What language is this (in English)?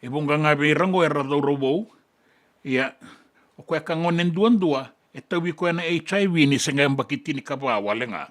Fijian